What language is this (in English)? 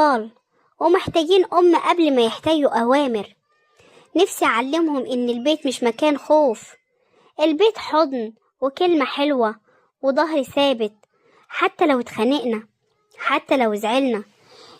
Egyptian Arabic